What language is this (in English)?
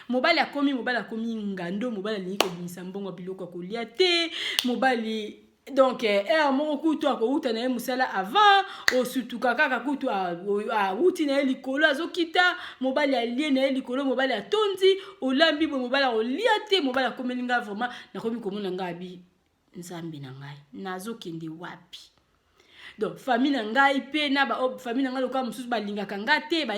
Lingala